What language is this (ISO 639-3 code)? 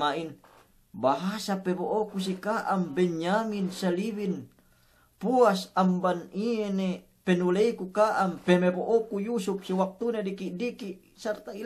yka